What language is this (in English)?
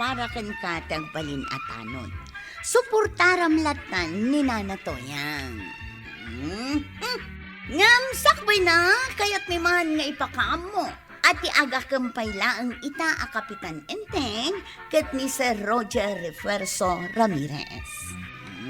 Iloko